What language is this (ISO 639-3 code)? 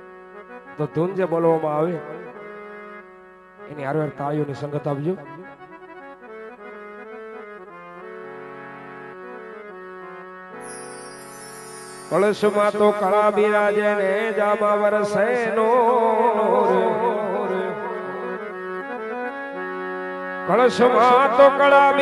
guj